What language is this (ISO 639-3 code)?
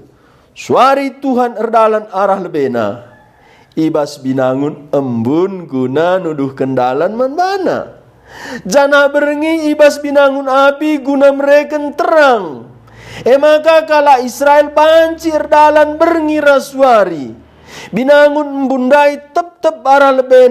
btx